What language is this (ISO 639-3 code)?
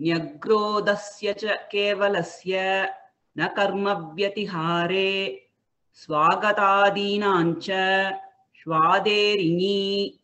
san